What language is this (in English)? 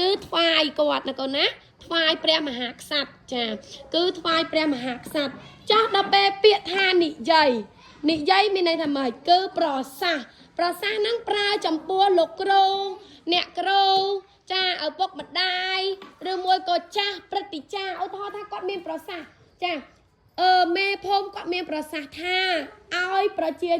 Khmer